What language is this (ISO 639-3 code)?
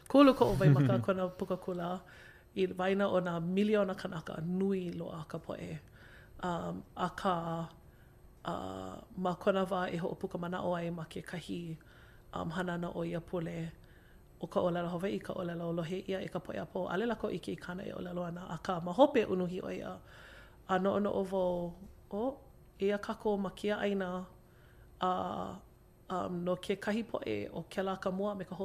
haw